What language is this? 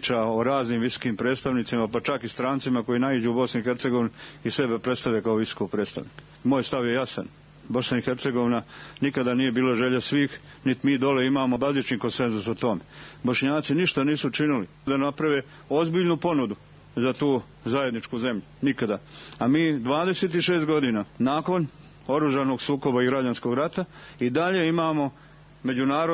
Serbian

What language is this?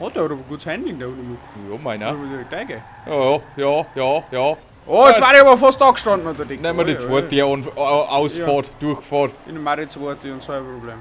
Bavarian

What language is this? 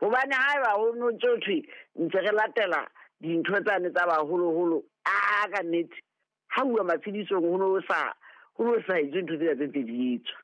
Southern Sotho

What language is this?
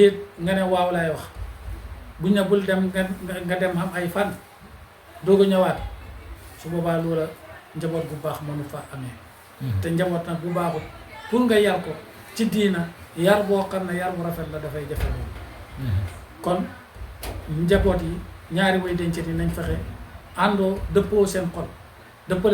Wolof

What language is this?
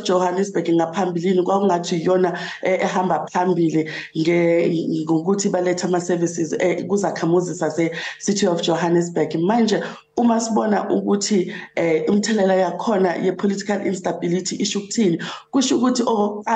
Zulu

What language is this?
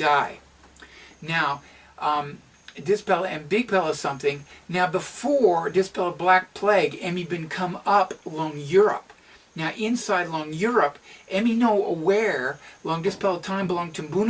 Tok Pisin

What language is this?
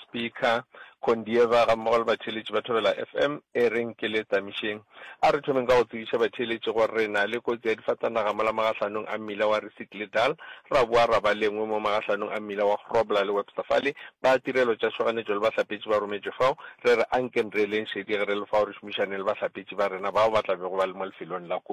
Northern Sotho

